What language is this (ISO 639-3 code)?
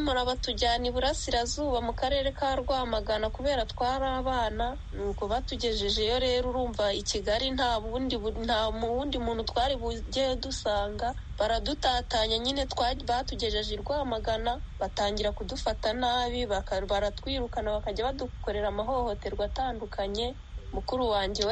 kin